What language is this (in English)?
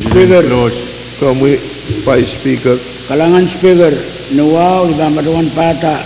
Pohnpeian